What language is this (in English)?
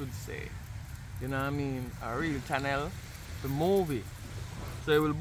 Jamaican Creole English